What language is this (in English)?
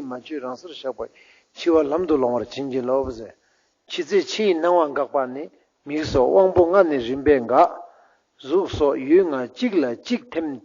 Ladakhi